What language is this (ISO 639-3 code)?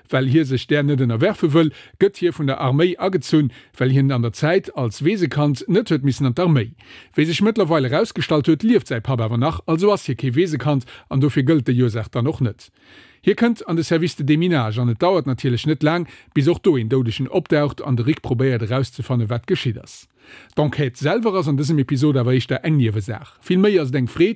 ltz